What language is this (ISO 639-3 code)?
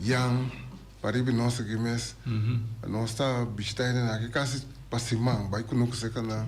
pap